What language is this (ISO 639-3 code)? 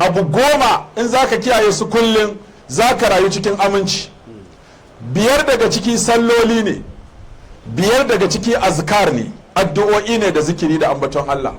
hau